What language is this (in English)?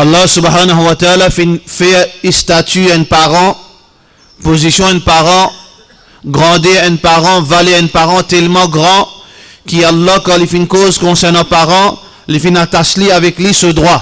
Morisyen